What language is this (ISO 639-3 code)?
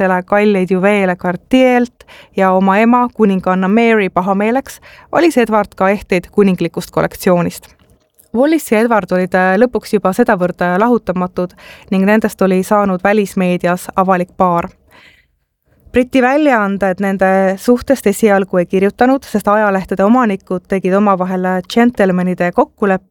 est